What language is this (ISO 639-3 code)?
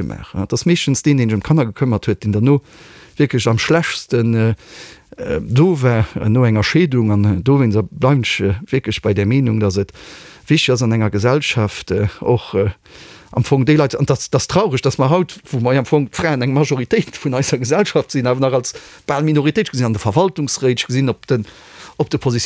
ltz